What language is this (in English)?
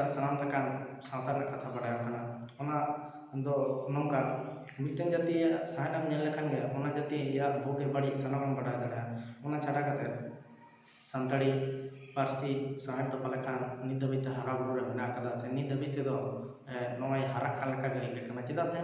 Santali